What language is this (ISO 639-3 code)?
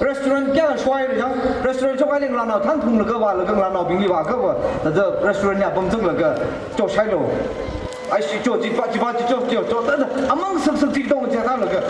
nmf